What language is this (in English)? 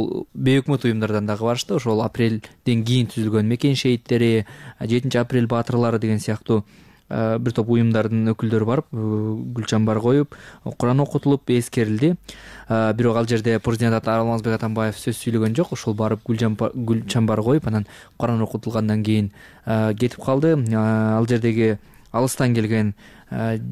Kyrgyz